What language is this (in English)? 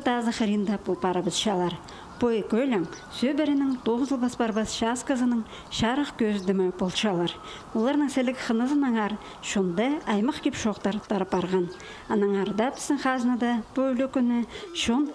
Khakas